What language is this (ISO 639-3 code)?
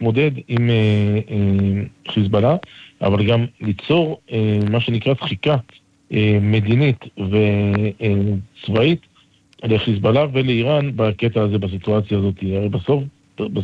heb